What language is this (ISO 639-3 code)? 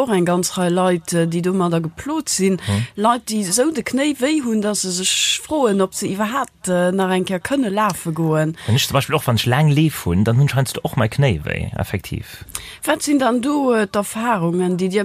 ltz